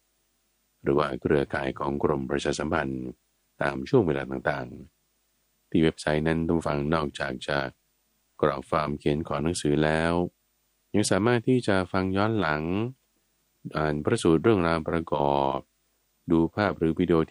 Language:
Thai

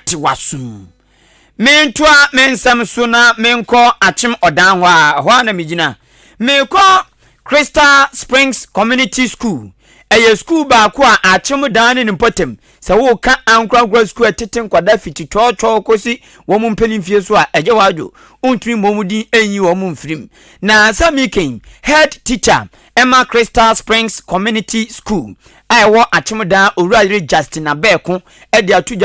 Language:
Akan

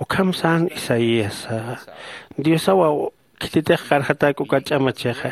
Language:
Aymara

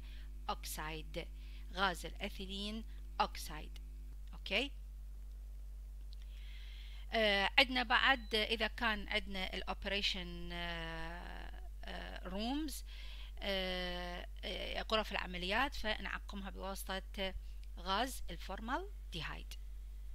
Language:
Mesopotamian Arabic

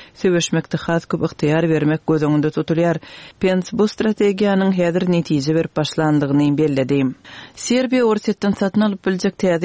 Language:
Turkmen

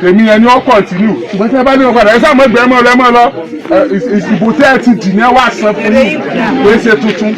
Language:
Yoruba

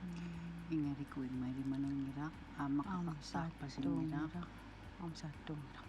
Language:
Kalaallisut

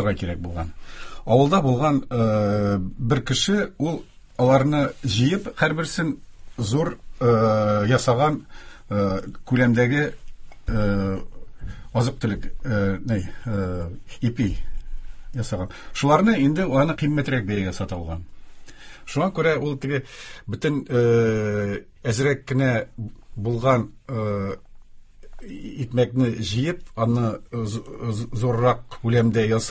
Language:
Tatar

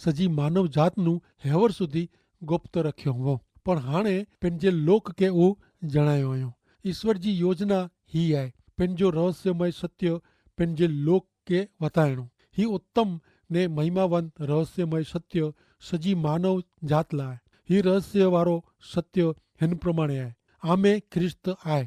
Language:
Kachhi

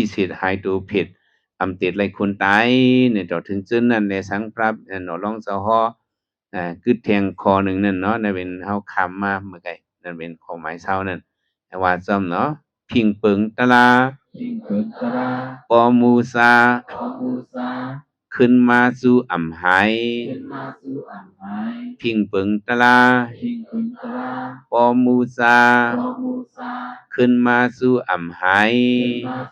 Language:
Shan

